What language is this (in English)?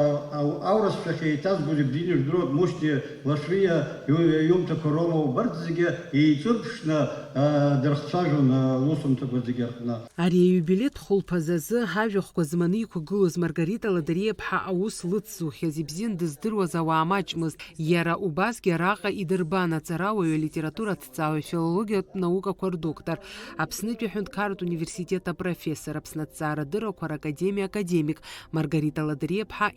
Abkhazian